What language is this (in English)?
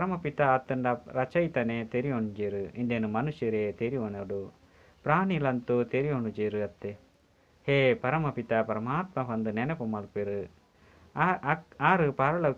Tulu